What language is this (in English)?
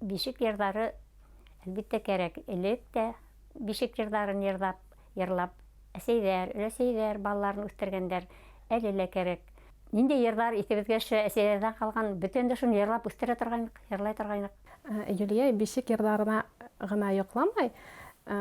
Bashkir